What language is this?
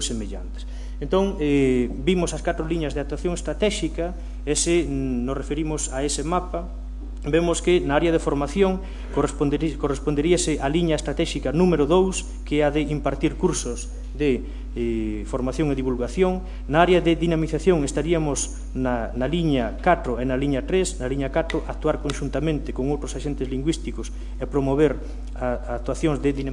Galician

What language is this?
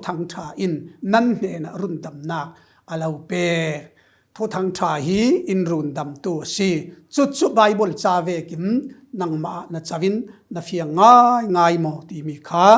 Falam Chin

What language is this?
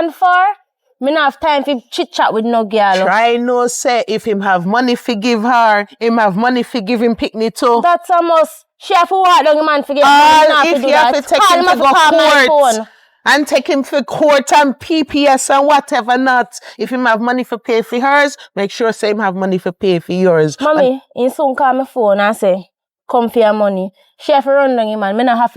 Jamaican Creole English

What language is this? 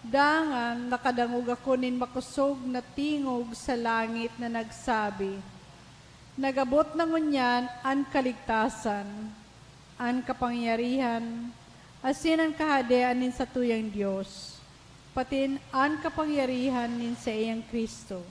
Bikol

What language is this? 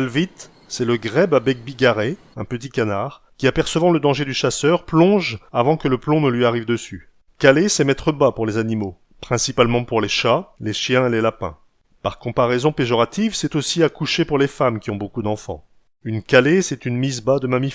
Picard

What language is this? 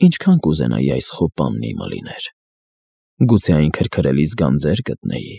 Armenian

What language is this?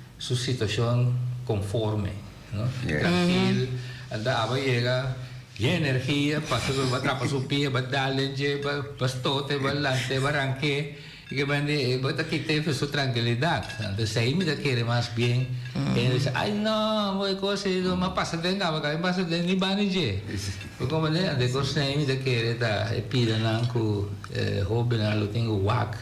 Papiamento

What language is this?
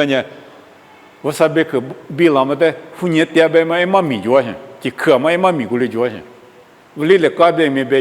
Lisu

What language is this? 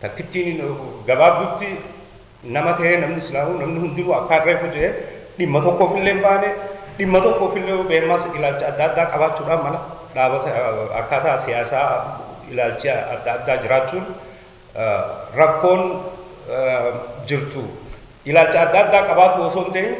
Oromo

